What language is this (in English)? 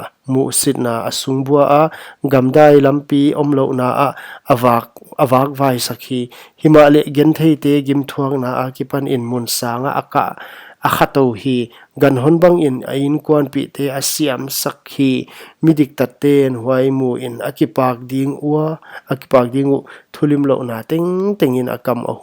Paite Chin